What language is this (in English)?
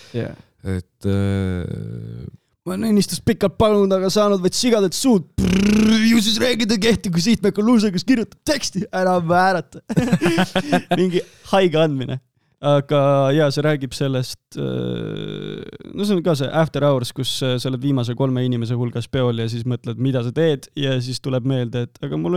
Estonian